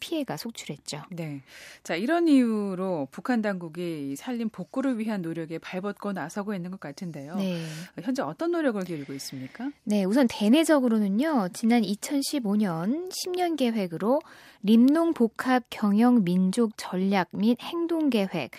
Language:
Korean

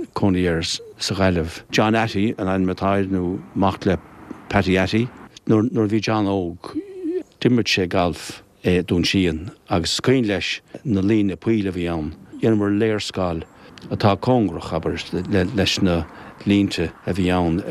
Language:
Irish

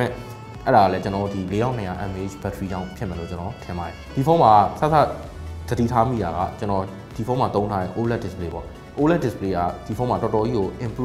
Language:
Burmese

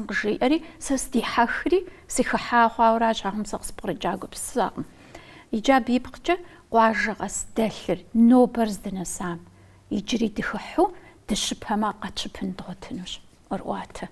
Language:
Kabardian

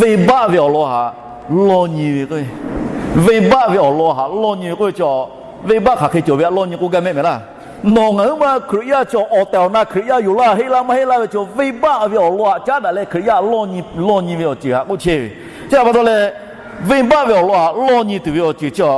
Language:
Lahu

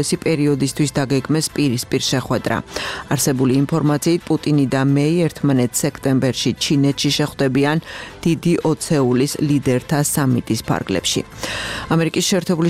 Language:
Georgian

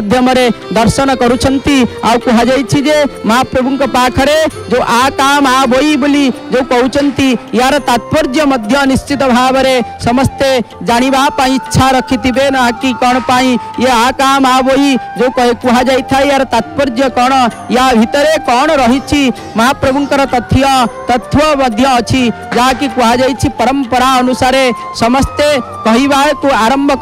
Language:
Odia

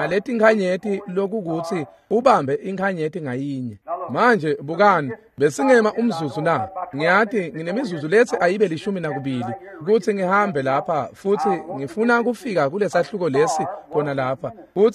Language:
Swati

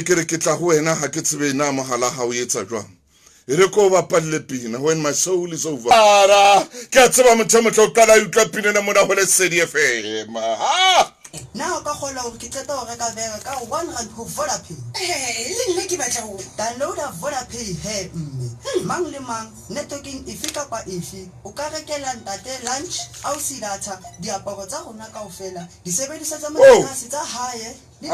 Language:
Southern Sotho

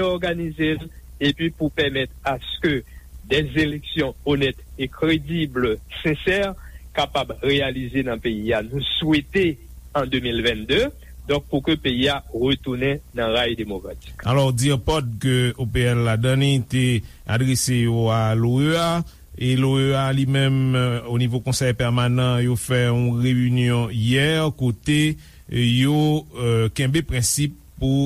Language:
Haitian Creole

